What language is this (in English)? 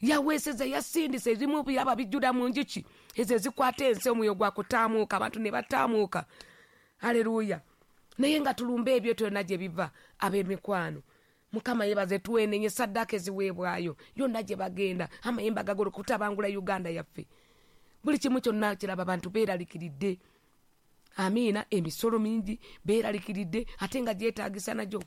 Ganda